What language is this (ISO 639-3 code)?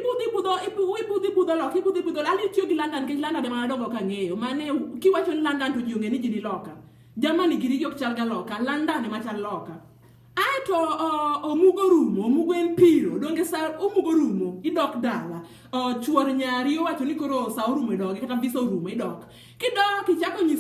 luo